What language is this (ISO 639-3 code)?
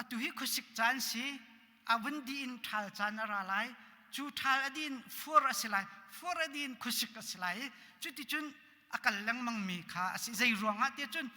cnh